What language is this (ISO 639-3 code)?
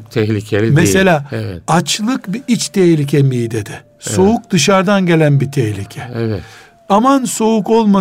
tur